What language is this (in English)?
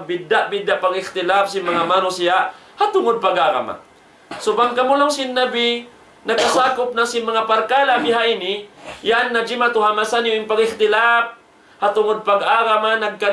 Tausug